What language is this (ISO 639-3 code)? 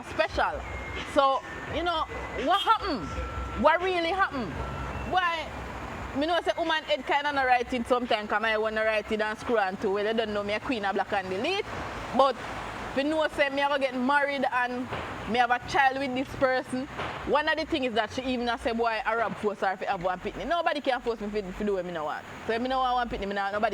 jam